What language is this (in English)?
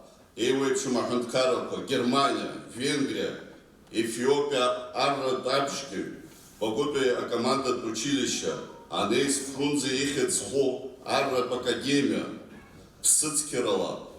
Abkhazian